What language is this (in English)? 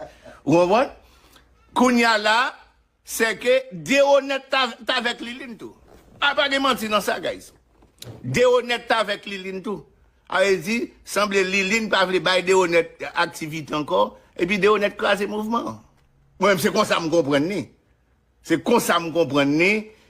Haitian Creole